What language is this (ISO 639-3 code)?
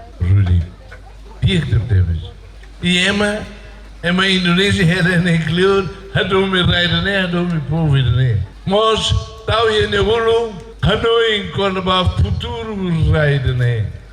tet